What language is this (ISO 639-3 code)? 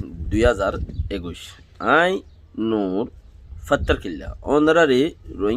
rhg